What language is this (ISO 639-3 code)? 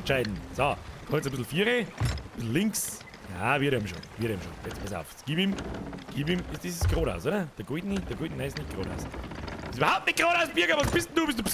bar